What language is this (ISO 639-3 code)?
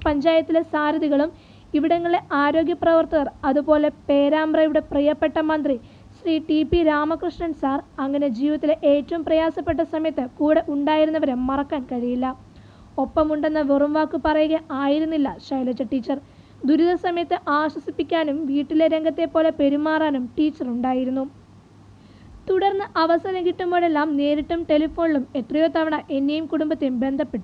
mal